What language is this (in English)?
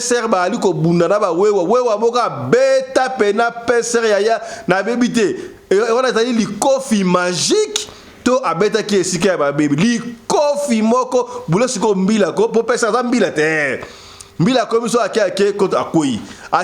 Lingala